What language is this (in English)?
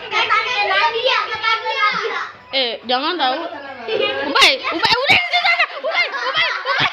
Betawi